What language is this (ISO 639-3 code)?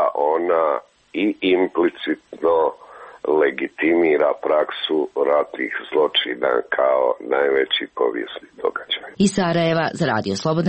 hrv